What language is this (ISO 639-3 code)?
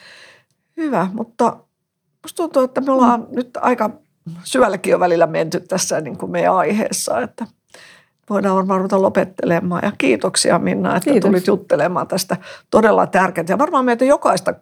fin